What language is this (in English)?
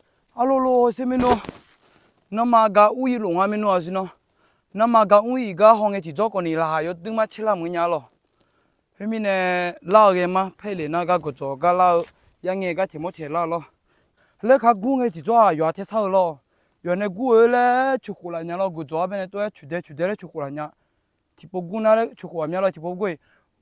Akha